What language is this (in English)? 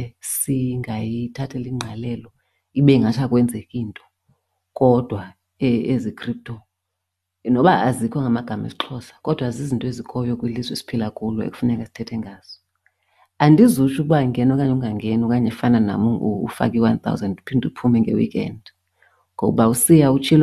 Xhosa